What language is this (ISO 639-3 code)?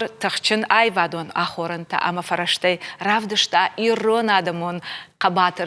oss